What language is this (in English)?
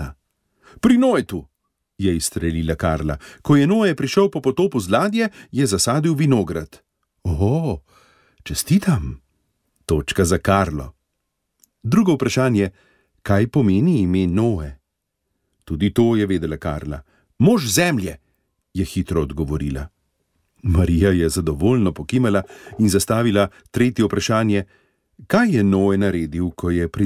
Slovenian